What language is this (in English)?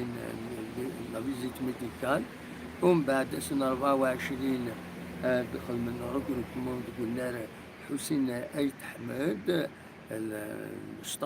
Kabyle